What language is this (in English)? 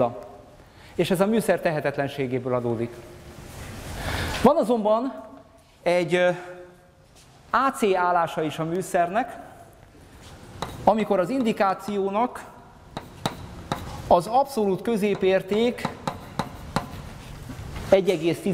Hungarian